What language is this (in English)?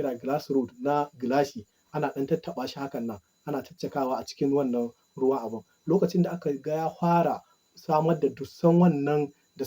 Hausa